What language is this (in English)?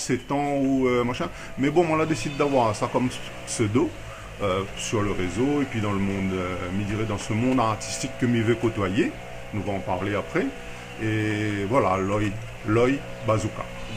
Réunion Creole French